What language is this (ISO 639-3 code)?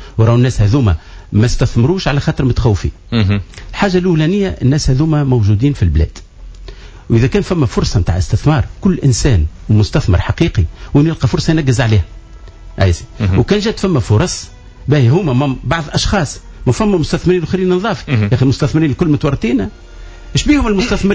aeb